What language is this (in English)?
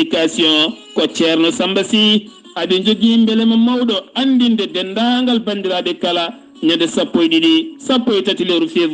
Fula